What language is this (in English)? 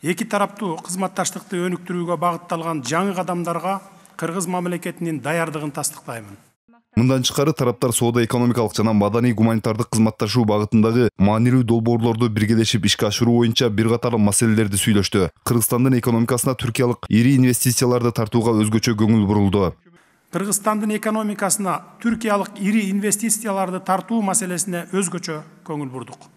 Kyrgyz